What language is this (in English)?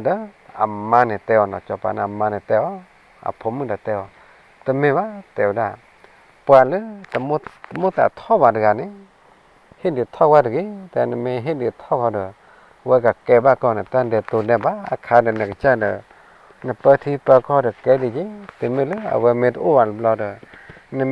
S'gaw Karen